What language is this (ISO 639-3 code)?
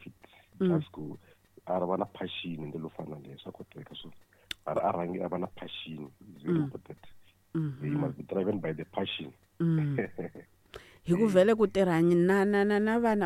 tso